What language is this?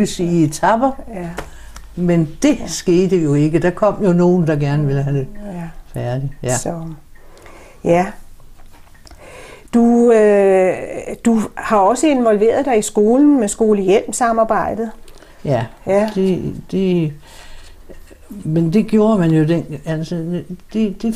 Danish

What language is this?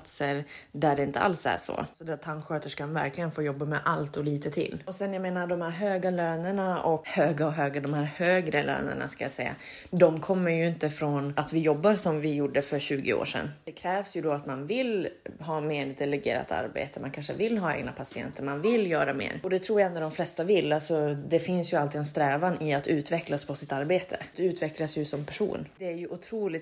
Swedish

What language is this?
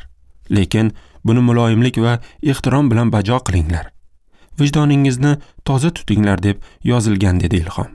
Uzbek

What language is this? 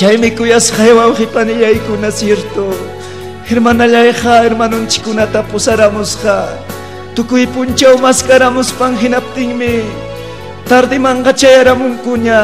Ayacucho Quechua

